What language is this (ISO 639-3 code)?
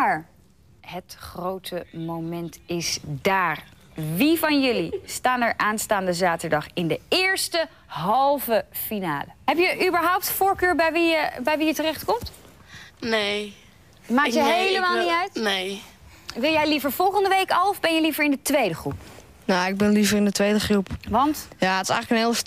nld